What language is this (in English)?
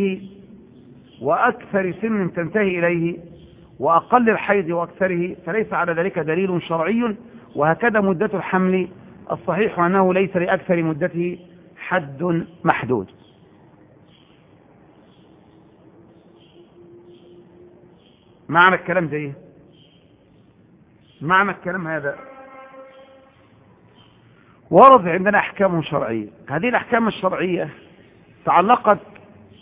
Arabic